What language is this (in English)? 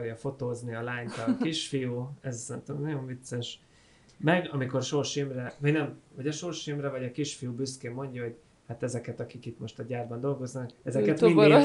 Hungarian